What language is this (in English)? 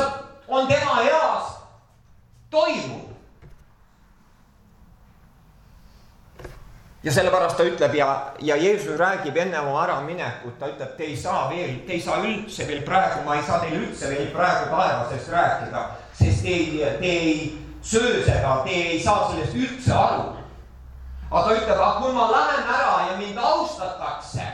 Estonian